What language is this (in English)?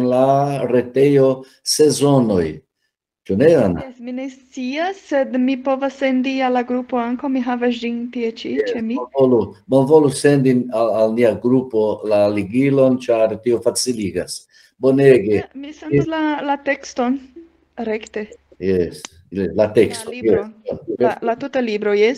Esperanto